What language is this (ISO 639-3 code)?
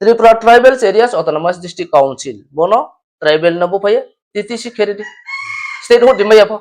ria